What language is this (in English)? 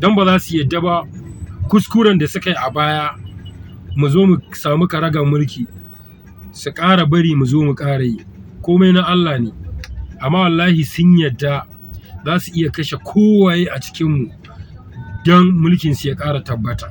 Hausa